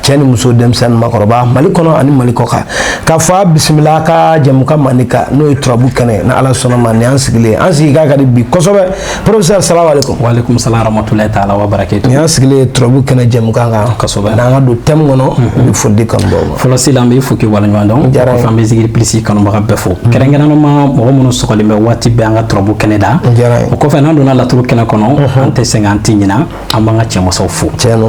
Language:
Bambara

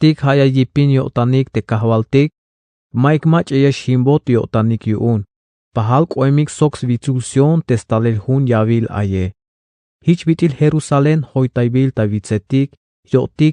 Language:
Tzeltal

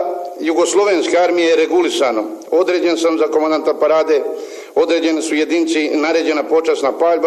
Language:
Serbian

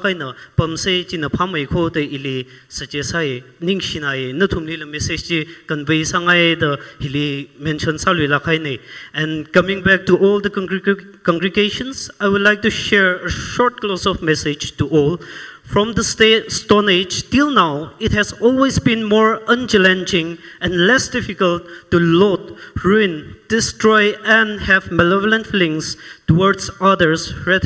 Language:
Tangkhul Naga (India)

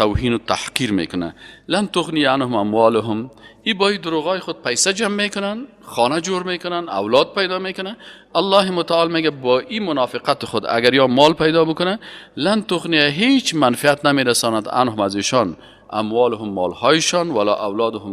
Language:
Persian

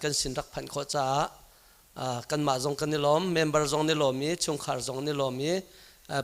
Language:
Hakha Chin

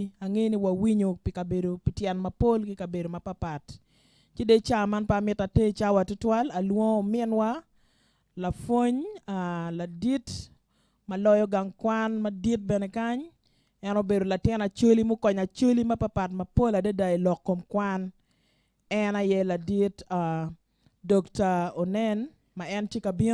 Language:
Acoli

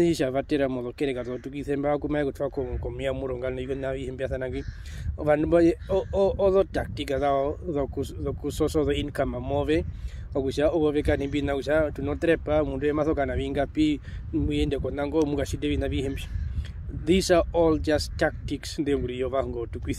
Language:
Herero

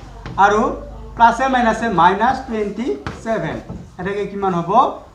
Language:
Assamese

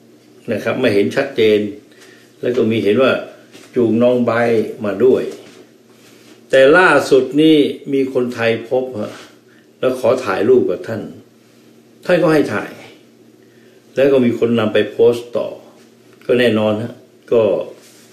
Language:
Thai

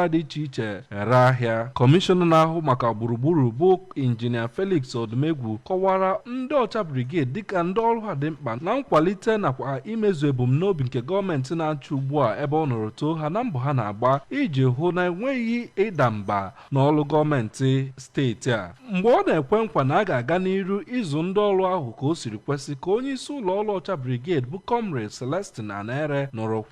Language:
Igbo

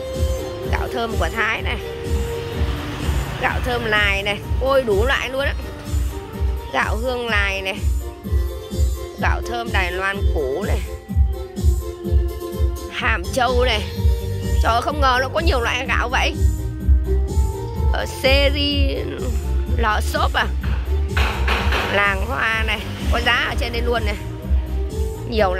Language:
Vietnamese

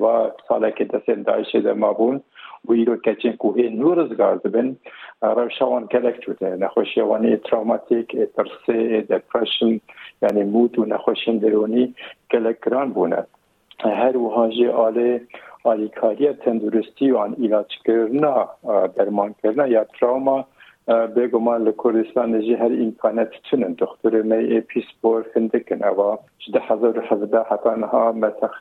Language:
Kurdish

